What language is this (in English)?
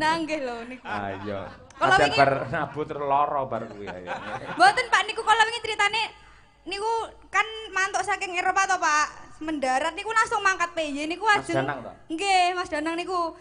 Javanese